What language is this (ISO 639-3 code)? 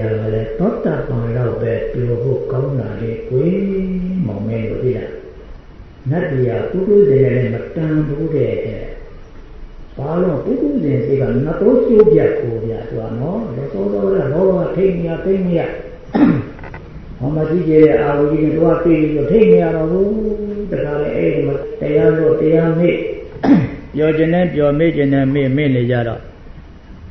mya